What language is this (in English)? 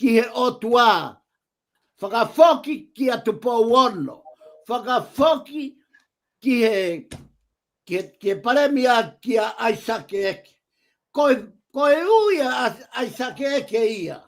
Tongan